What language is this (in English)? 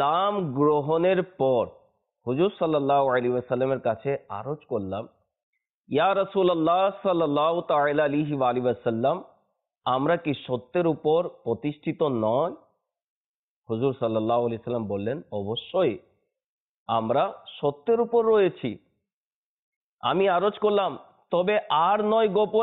Bangla